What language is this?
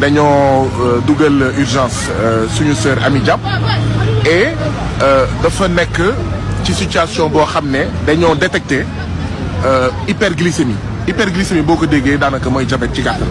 Wolof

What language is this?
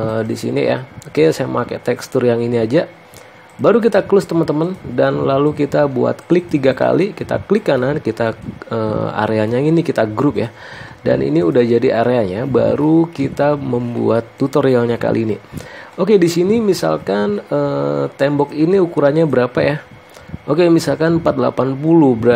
Indonesian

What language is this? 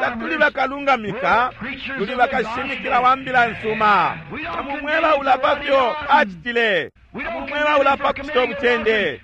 Bemba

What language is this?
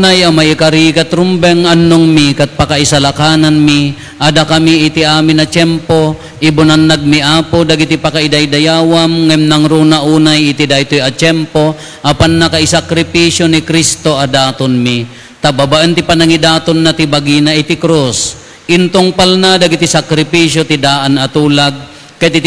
Iloko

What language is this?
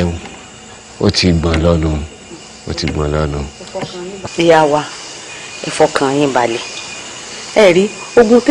Yoruba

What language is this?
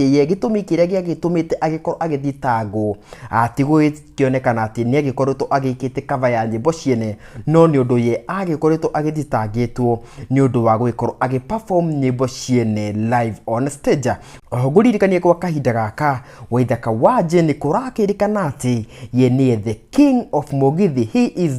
Kikuyu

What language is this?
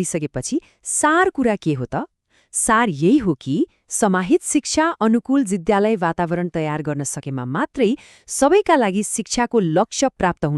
Nepali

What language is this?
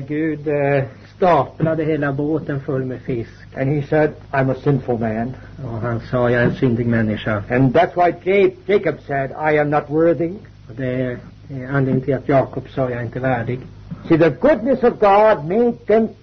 Swedish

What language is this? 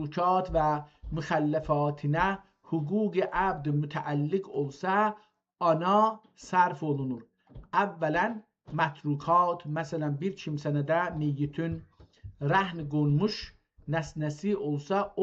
South Azerbaijani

